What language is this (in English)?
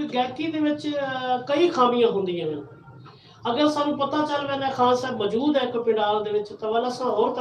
Saraiki